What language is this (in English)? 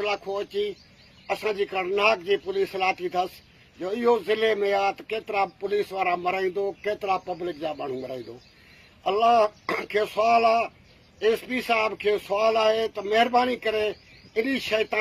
Sindhi